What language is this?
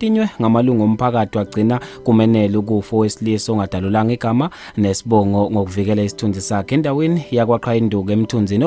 Zulu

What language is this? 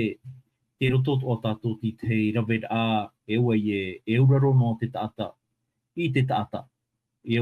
Tahitian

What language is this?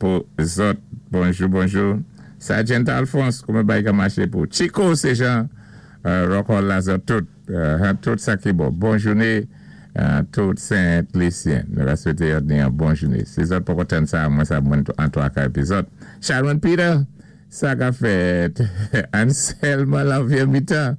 Saint Lucian Creole French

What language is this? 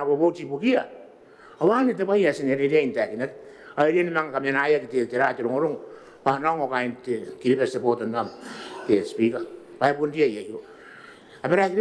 Gilbertese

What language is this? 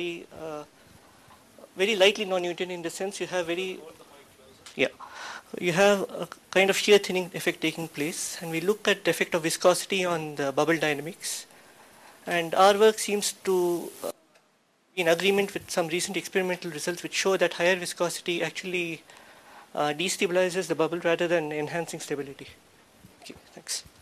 English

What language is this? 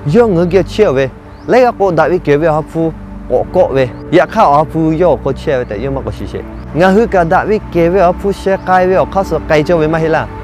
Lahu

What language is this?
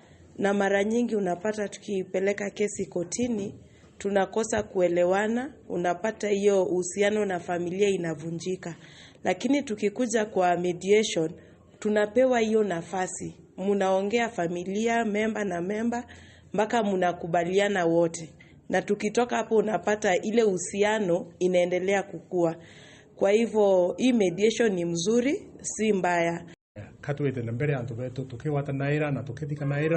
Meru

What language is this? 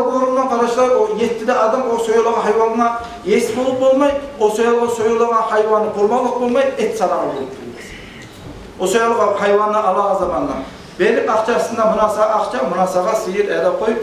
Kumyk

